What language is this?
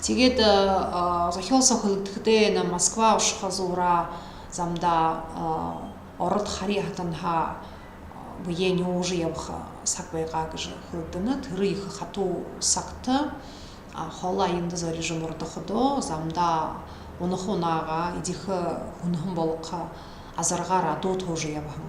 Buriat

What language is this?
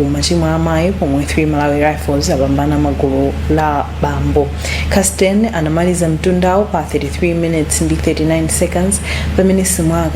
Nyanja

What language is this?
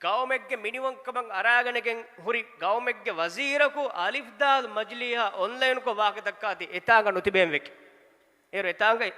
Divehi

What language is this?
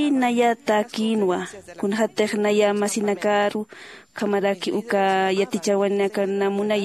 Aymara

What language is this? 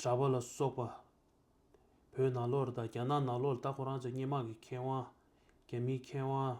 Tibetan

